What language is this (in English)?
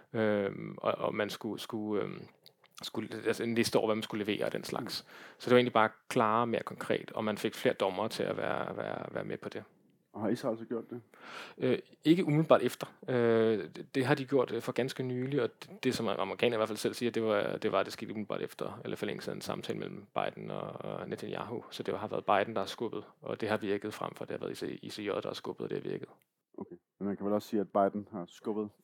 Danish